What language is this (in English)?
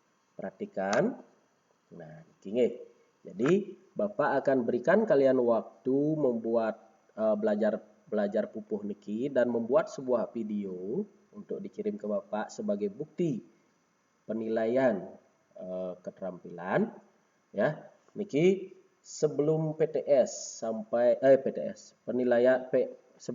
Balinese